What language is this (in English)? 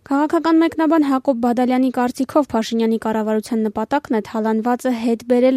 Armenian